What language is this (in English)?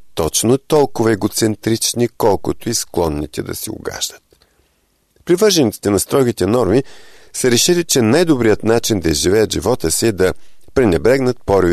Bulgarian